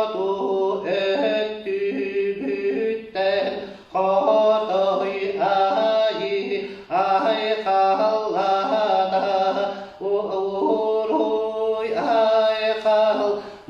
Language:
Yakut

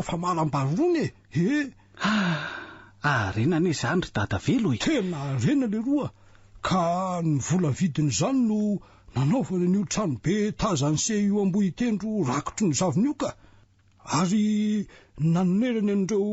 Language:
Malagasy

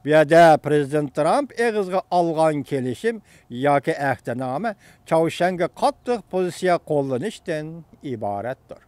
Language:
Uyghur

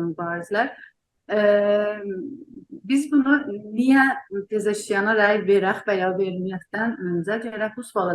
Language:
South Azerbaijani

